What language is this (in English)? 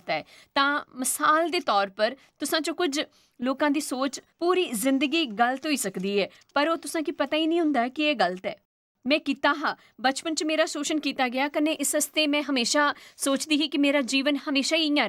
Dogri